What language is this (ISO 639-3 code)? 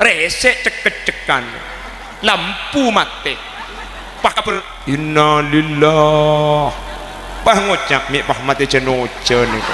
mad